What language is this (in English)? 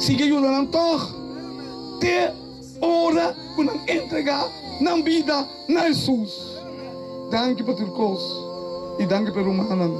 Papiamento